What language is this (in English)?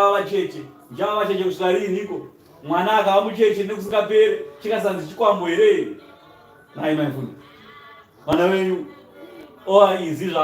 Shona